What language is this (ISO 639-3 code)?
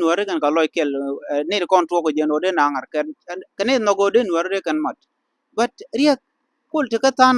nus